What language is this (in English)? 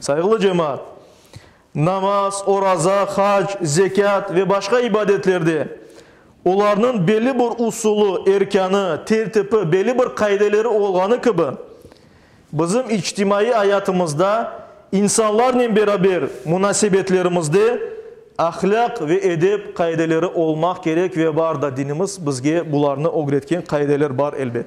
Crimean Tatar